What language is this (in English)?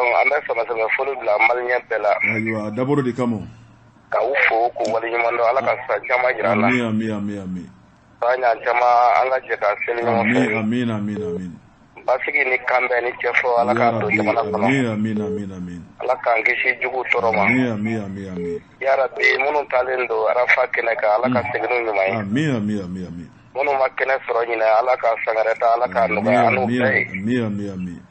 Bambara